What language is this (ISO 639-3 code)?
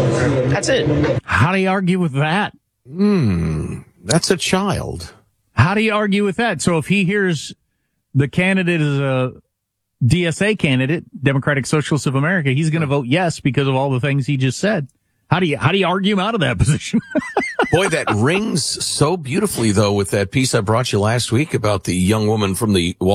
eng